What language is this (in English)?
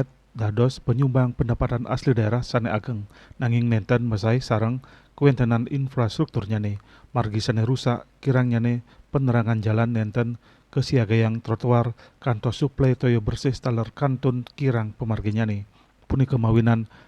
Balinese